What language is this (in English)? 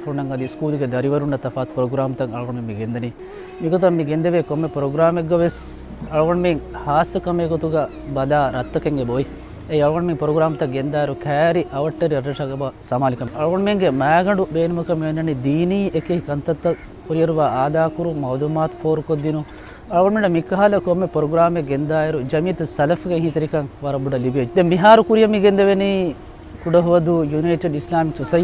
Divehi